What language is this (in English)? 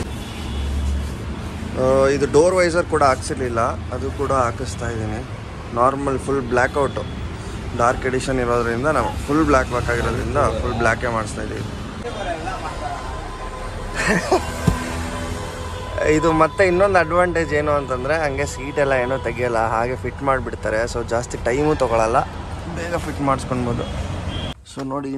Kannada